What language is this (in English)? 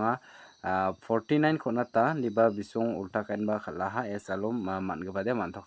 Garo